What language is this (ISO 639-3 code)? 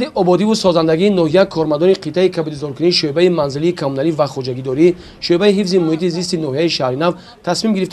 tgk